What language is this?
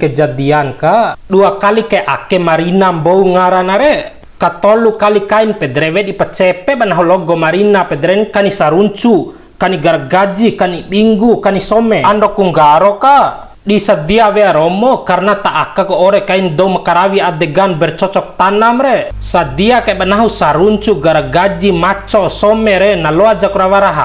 Bima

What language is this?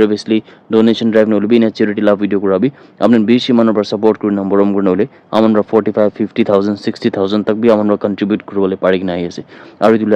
Naga Pidgin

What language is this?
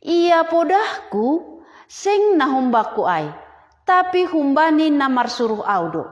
Batak Simalungun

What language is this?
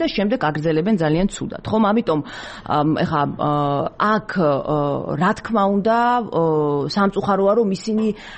Georgian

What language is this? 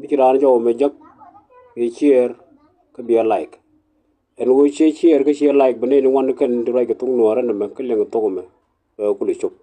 Nuer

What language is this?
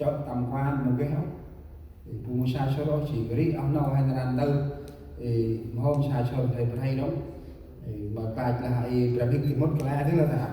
Central Mnong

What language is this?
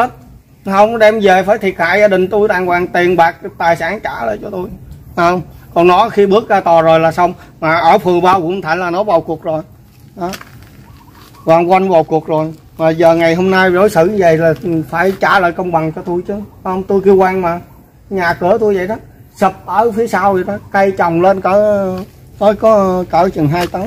Vietnamese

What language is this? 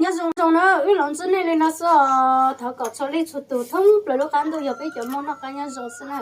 Hmong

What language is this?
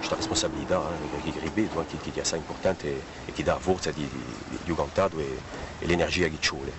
Corsican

